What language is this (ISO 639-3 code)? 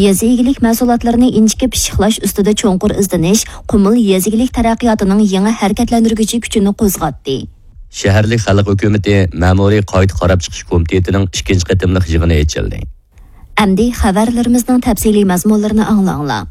uig